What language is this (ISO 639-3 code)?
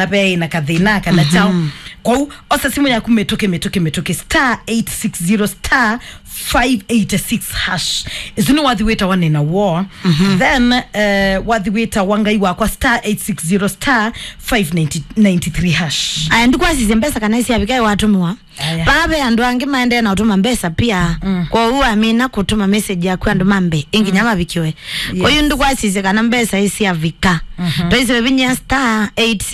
kam